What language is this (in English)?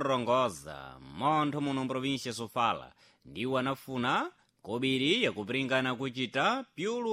Sena